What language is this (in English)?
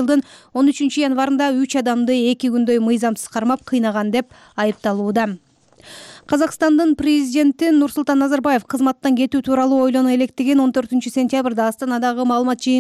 Kyrgyz